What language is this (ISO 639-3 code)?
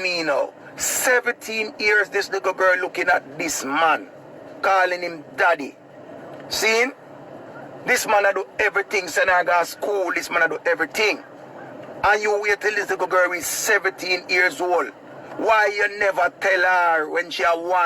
jam